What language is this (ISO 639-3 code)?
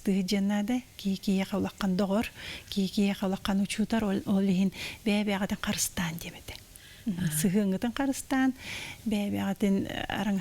sah